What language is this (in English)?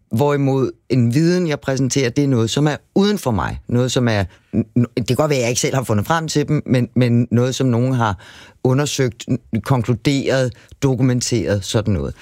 Danish